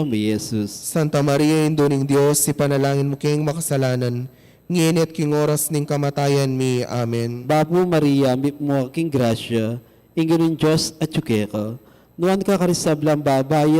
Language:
Pampanga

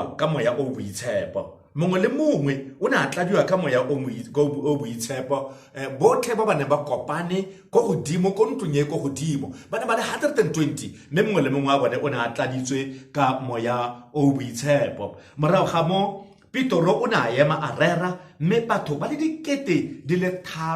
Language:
Tswana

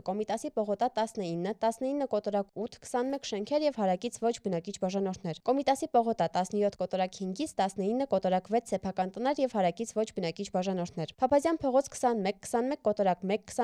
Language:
Armenian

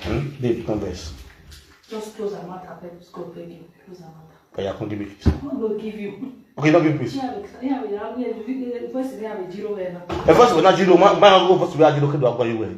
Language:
Nigerian Pidgin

